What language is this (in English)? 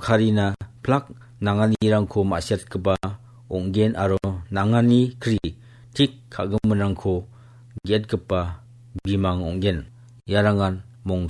Garo